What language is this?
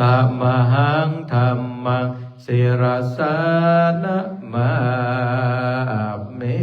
Pali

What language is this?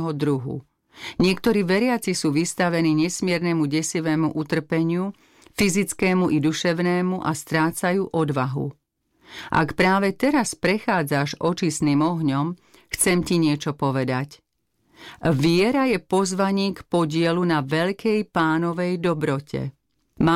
Slovak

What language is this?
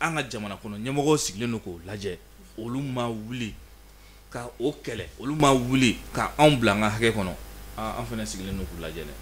Bambara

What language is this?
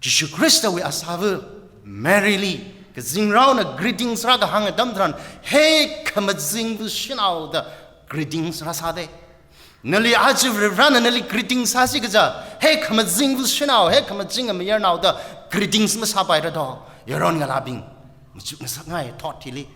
Tangkhul Naga (India)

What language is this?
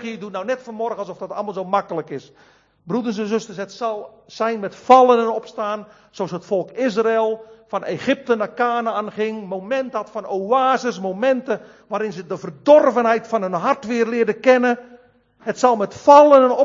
Dutch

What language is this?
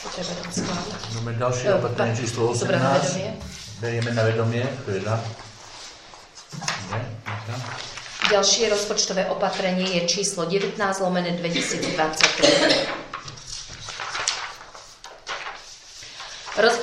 Slovak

